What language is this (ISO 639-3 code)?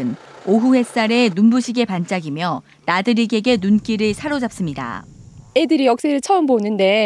kor